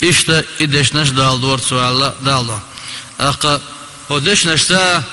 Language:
Chechen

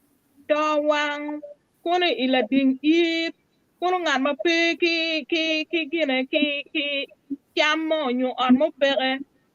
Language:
Acoli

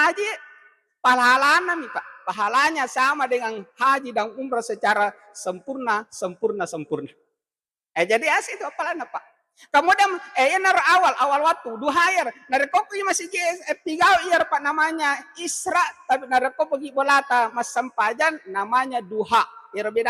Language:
Buginese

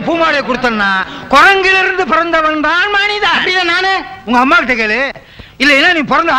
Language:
Tamil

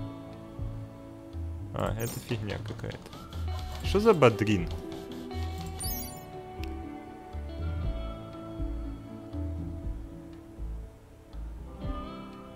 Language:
Russian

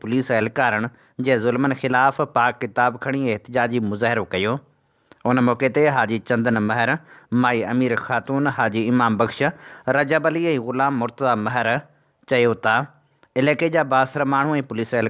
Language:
Sindhi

